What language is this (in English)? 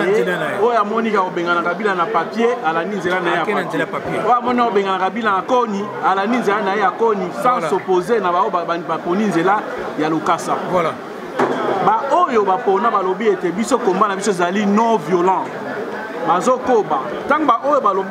Lingala